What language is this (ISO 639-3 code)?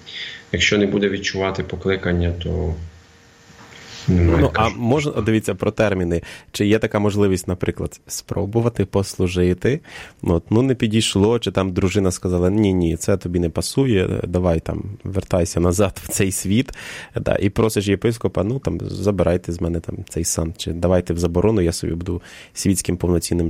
ukr